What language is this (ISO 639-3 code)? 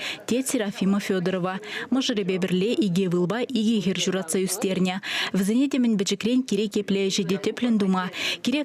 chv